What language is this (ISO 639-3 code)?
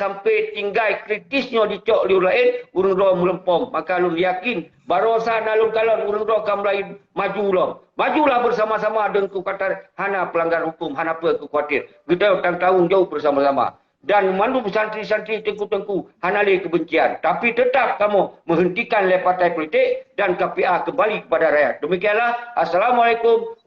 ace